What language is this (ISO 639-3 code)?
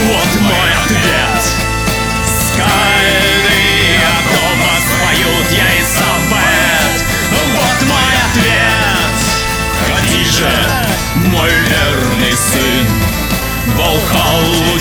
rus